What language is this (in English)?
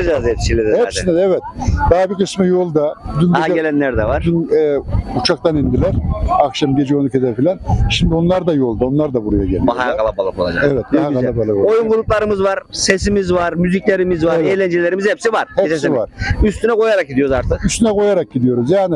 Turkish